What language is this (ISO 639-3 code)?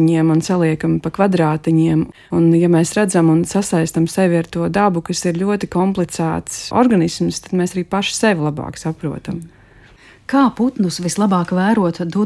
lav